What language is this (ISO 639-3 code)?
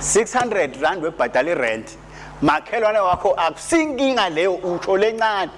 ssw